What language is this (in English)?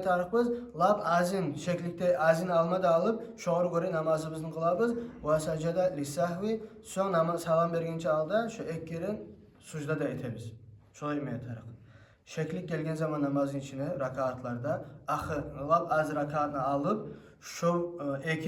Kumyk